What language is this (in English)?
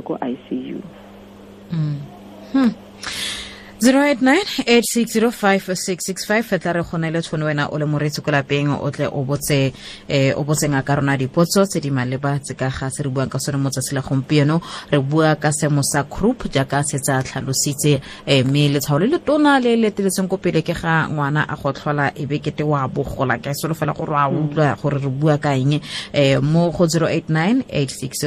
Tswana